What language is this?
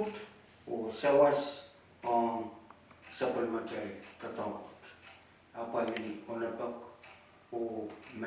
Pohnpeian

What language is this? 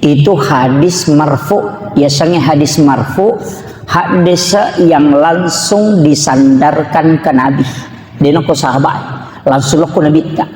Buginese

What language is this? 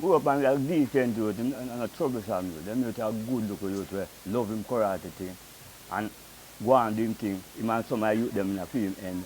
Jamaican Creole English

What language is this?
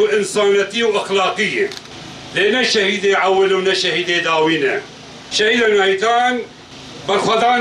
Kurdish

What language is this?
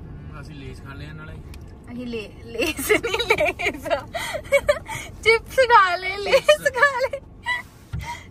Punjabi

